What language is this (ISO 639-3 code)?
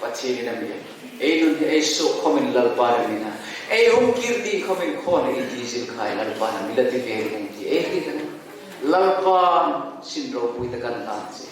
hmr